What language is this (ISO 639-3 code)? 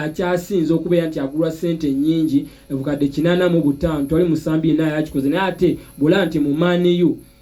lug